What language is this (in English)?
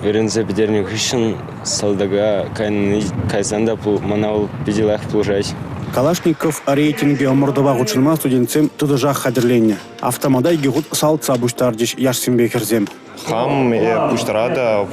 Chuvash